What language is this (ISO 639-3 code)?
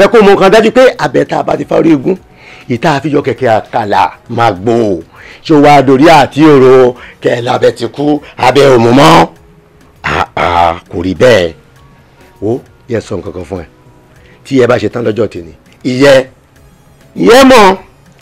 yor